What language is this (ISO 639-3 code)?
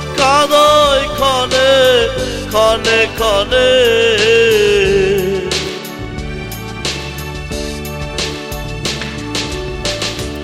ben